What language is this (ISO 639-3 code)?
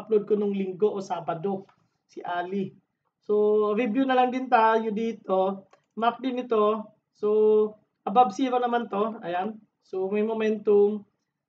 fil